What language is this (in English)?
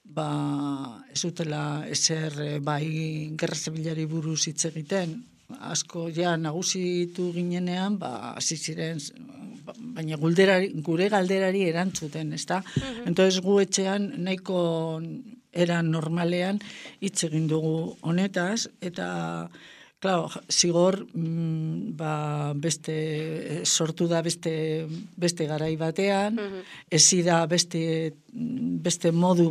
Basque